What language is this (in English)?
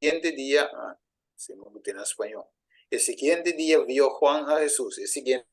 Papiamento